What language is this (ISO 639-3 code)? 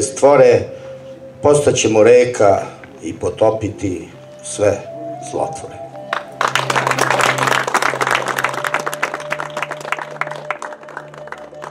srp